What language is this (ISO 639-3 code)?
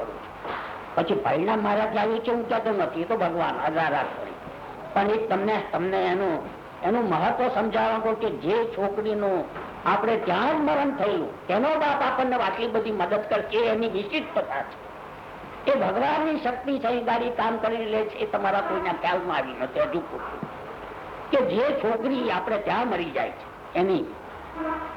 guj